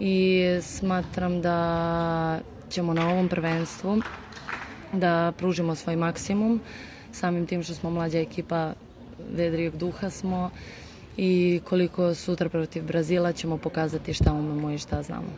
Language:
Serbian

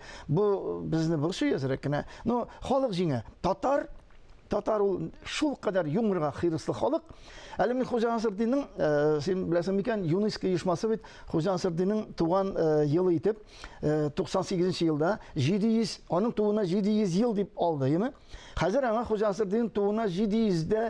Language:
Tatar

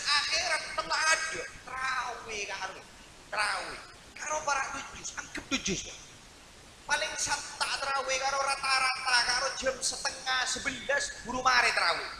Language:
Madurese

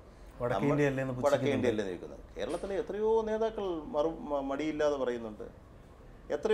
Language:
Malayalam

